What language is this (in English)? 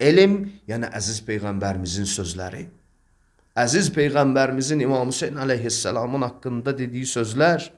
Azerbaijani